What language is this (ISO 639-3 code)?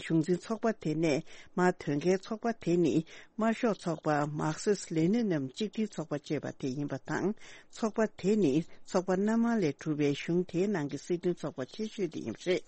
bod